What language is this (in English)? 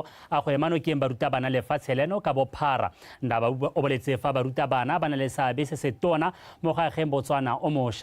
Tswana